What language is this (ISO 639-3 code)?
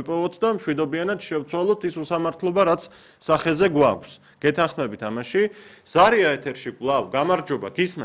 kat